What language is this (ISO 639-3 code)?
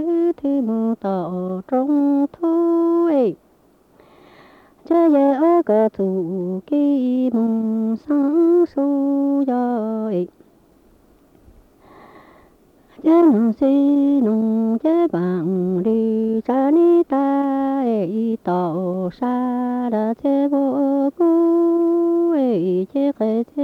vie